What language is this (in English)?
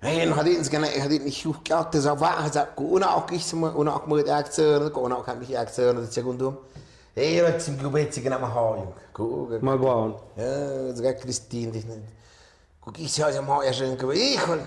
Tlahuitoltepec Mixe